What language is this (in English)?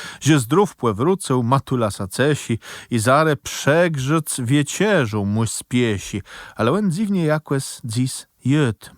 Kashubian